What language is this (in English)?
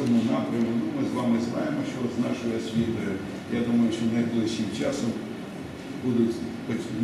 Ukrainian